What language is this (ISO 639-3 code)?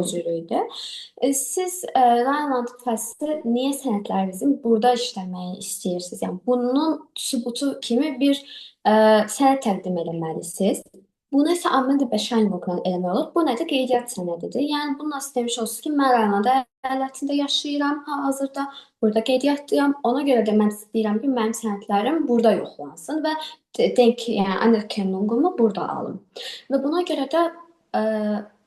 aze